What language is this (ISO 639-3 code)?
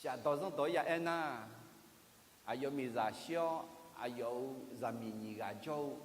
ahk